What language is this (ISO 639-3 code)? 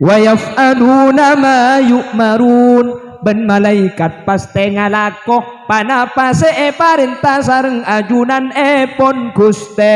mad